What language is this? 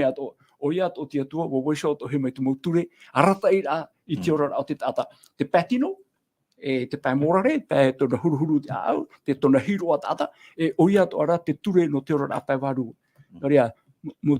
Tahitian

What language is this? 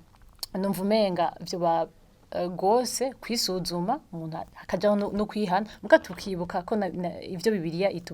Rundi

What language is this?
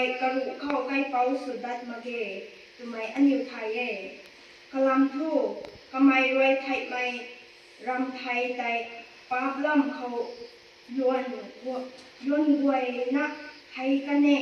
Rongmei Naga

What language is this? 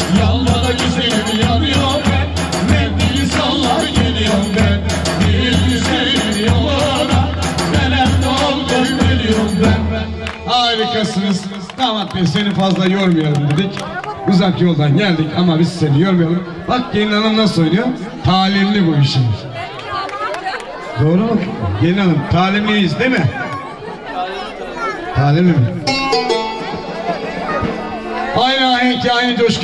Turkish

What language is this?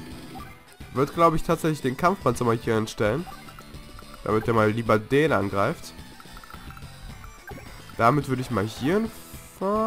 German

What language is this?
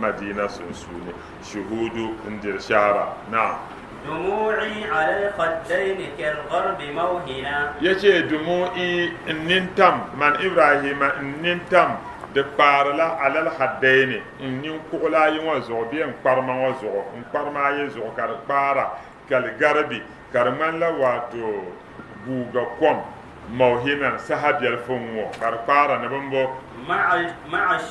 Dagbani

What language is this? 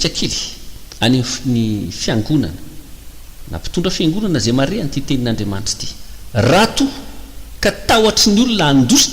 Malagasy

